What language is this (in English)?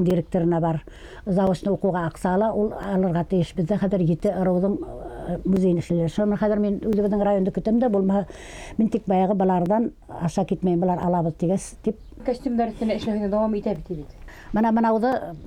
Bashkir